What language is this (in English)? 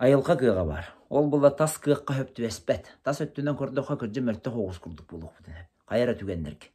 Yakut